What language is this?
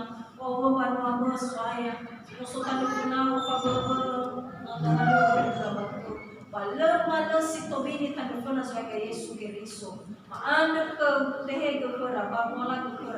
Nias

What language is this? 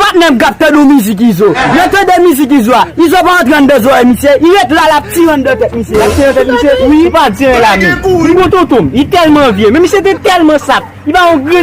Haitian Creole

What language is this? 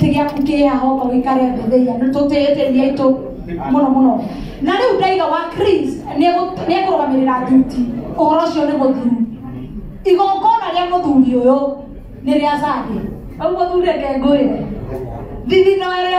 Kikuyu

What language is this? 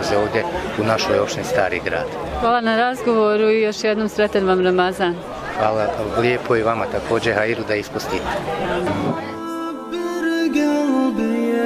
Bosnian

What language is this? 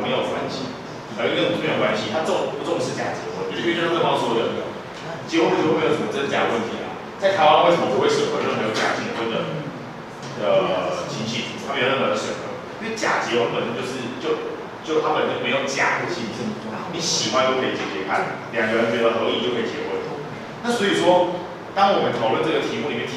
Chinese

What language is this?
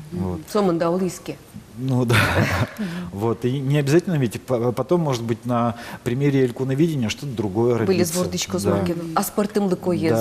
Udmurt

